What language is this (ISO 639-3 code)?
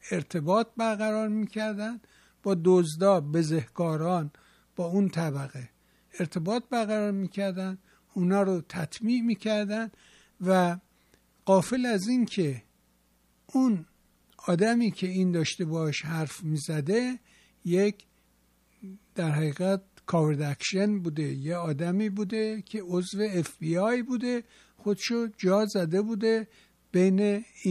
fas